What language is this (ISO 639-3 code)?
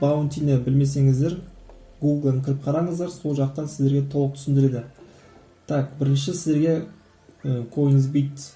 kaz